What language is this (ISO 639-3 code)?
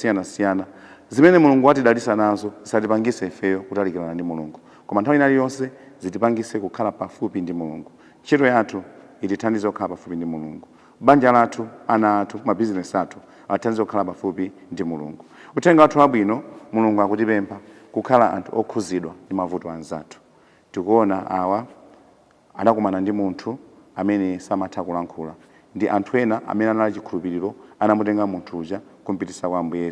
nya